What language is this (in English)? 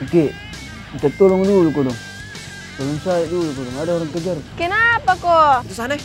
Makassar Malay